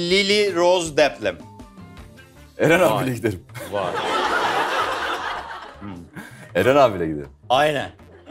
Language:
Turkish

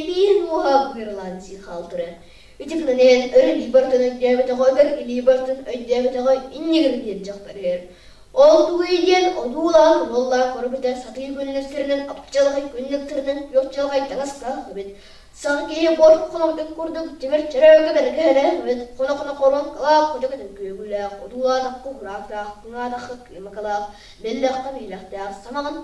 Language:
Yakut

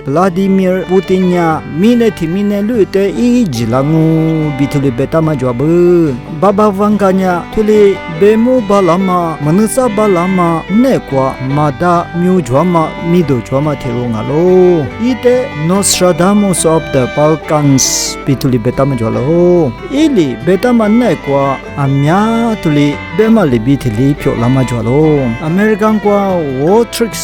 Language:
Lisu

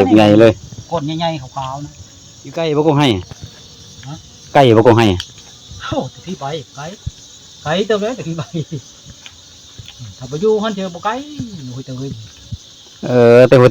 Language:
Lao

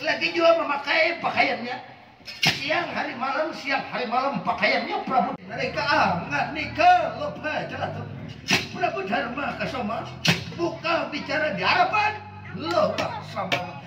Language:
Banjar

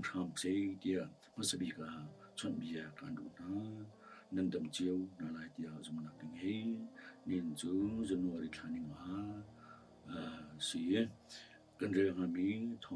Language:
Hakha Chin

